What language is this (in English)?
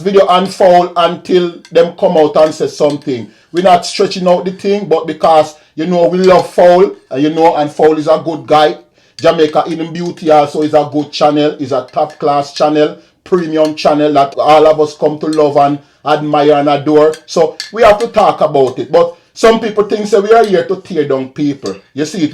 Jamaican Creole English